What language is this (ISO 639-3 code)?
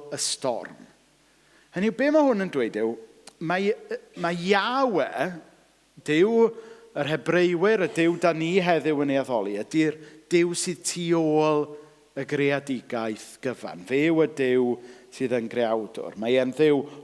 cym